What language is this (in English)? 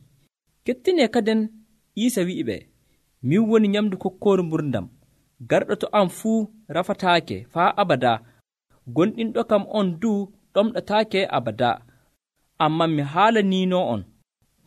Nigerian Fulfulde